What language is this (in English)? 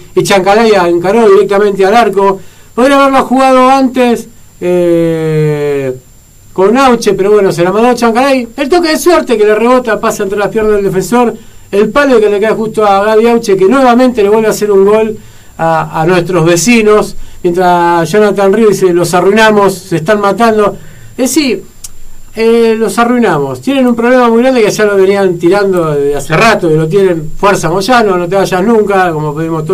Spanish